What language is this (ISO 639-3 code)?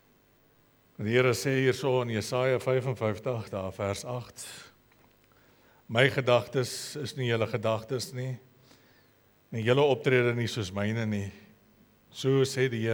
afr